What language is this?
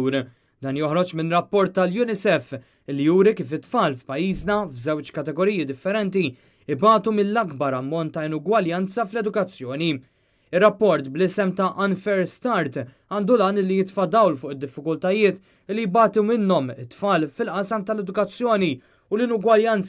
Maltese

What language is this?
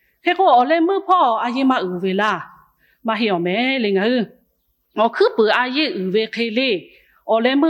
Lahu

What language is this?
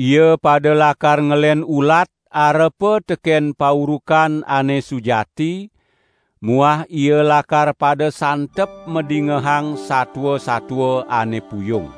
Balinese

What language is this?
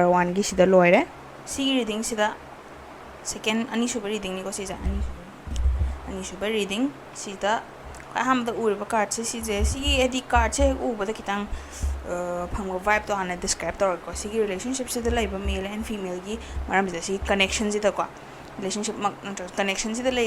Manipuri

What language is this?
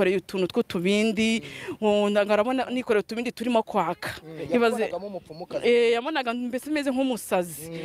Kinyarwanda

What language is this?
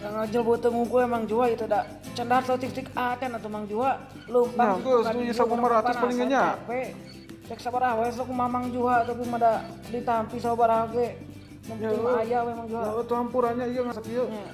Sundanese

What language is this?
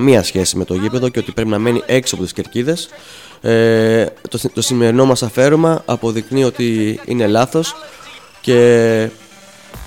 Greek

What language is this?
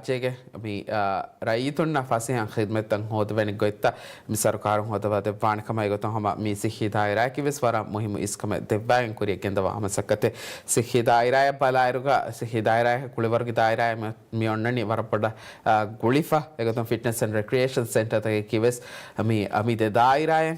Divehi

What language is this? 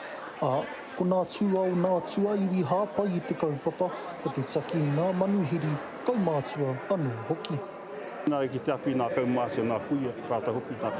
Māori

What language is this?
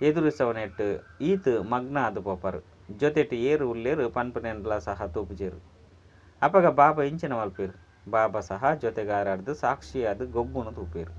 Tulu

